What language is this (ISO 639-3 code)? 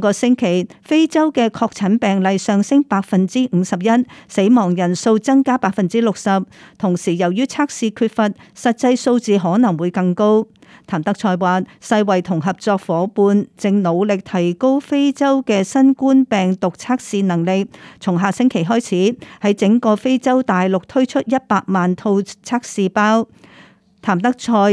yue